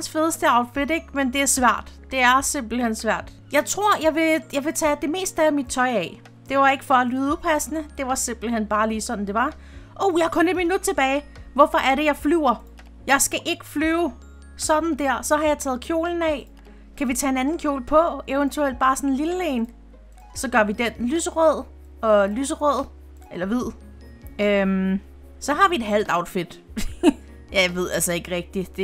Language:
Danish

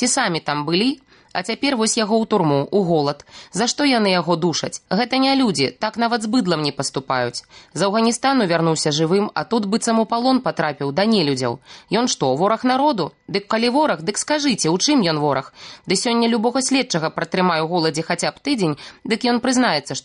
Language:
Belarusian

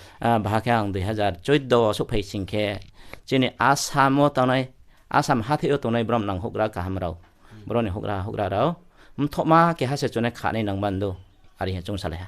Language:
Riang (India)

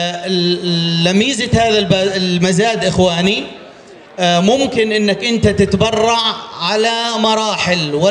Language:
North Levantine Arabic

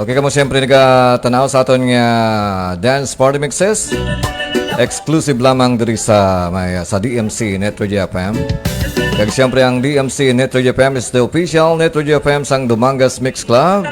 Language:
Hiligaynon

